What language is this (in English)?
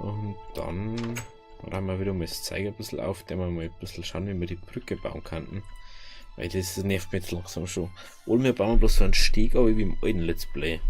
Bavarian